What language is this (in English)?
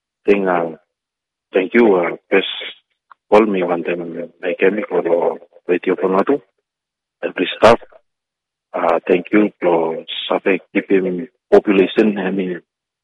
Bislama